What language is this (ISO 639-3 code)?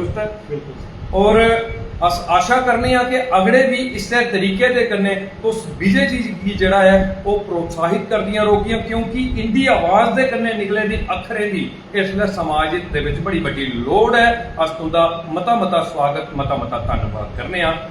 doi